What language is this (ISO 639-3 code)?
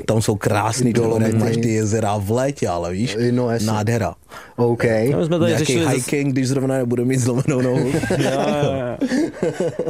ces